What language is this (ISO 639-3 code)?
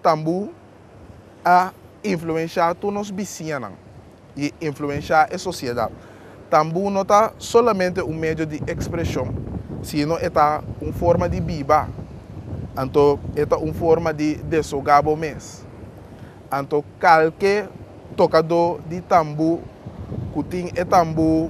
pap